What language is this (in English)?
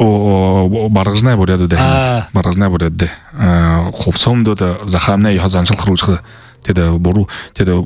Buriat